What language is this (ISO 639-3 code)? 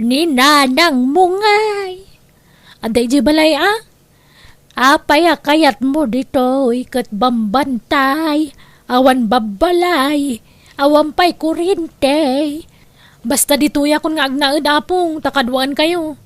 ilo